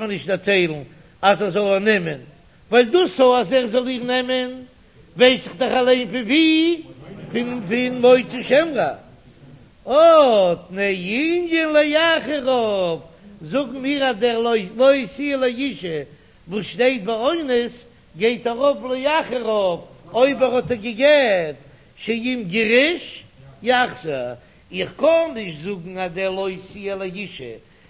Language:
Yiddish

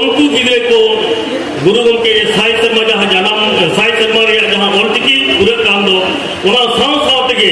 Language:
Santali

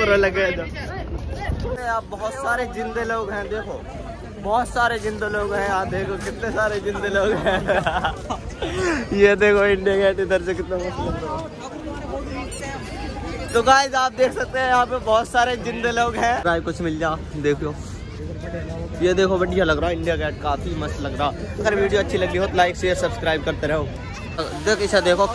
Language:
Hindi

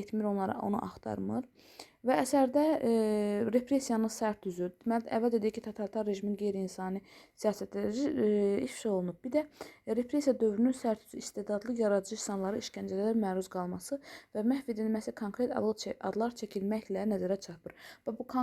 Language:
Azerbaijani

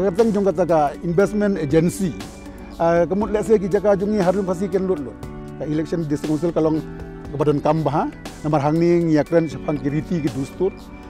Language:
Khasi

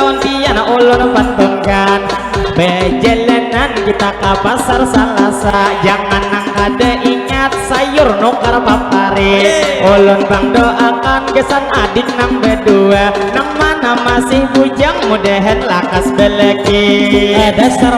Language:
Banjar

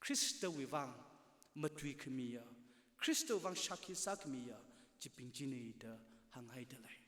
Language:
Tangkhul Naga (India)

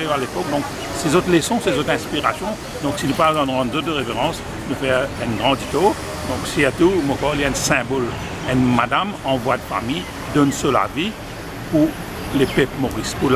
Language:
Morisyen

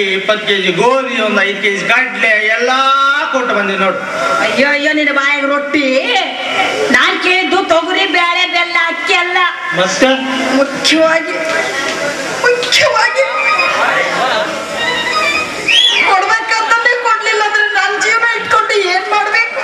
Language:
Kannada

